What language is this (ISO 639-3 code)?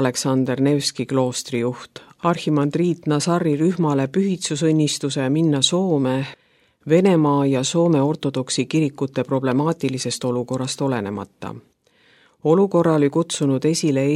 est